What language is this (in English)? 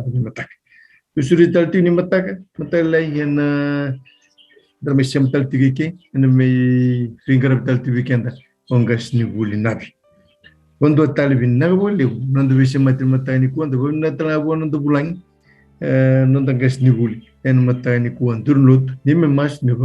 Fijian